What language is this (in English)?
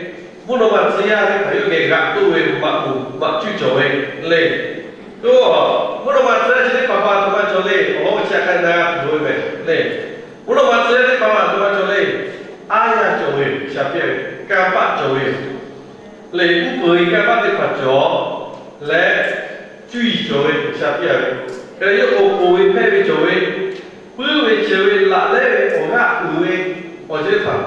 Lahu